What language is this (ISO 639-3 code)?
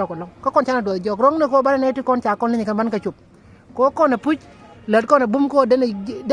nus